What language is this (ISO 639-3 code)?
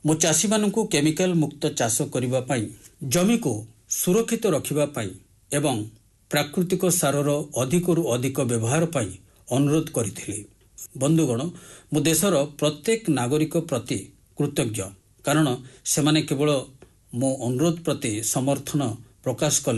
ori